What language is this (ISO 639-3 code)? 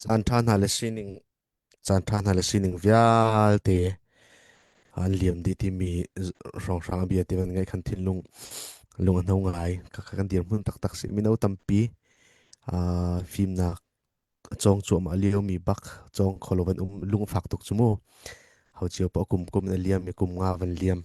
cnh